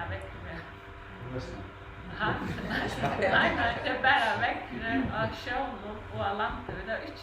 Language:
Faroese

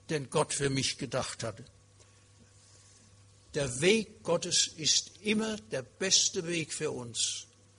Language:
German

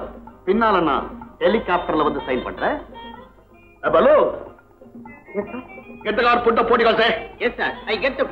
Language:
Tamil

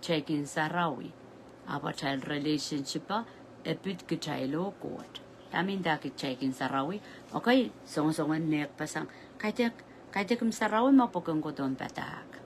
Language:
Pohnpeian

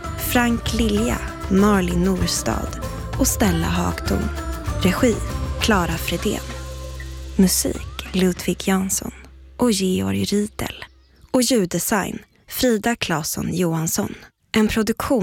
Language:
Swedish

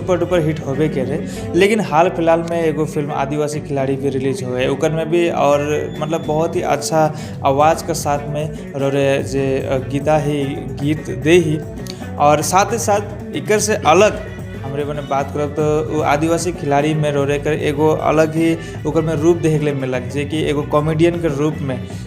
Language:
Sadri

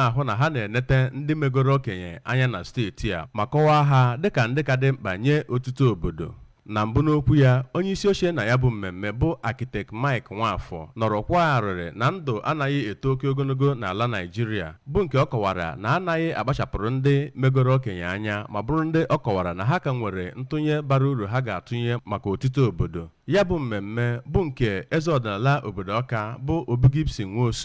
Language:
Igbo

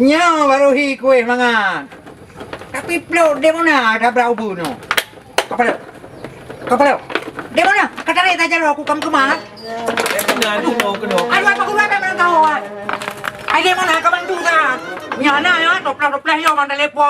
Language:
Achinese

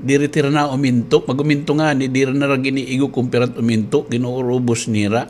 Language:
Waray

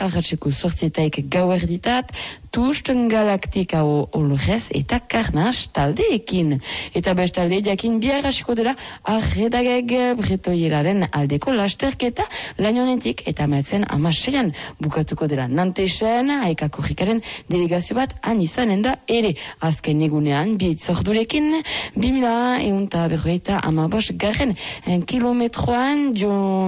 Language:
Basque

